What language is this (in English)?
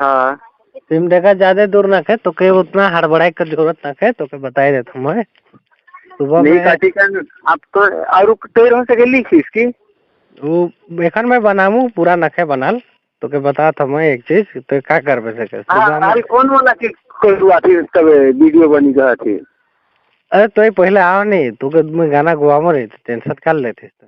Sadri